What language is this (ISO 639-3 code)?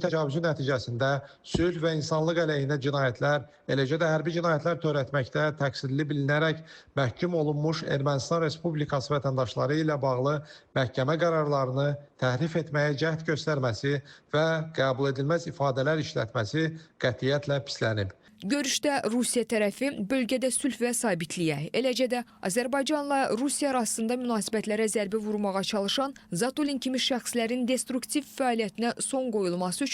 aze